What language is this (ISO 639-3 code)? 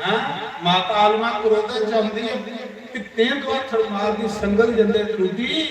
doi